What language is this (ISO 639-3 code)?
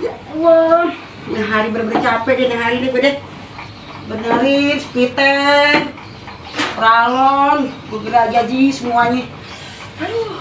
bew